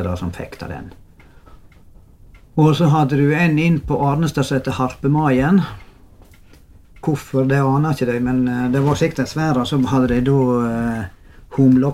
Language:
Norwegian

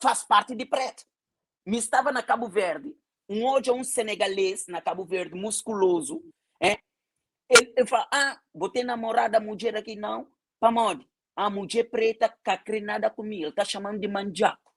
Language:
Kabuverdianu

